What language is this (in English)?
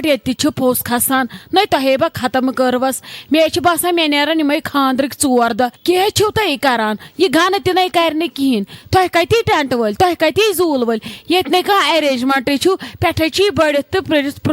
Kashmiri